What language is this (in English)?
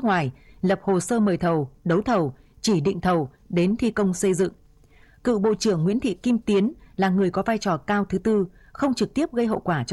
Vietnamese